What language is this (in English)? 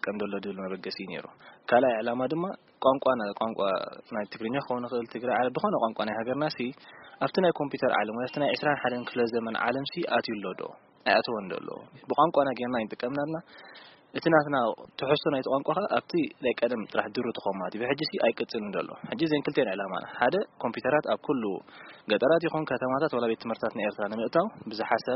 Tigrinya